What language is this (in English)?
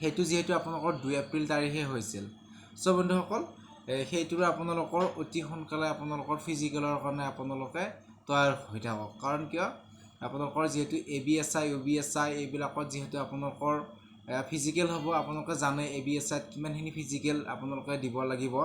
Assamese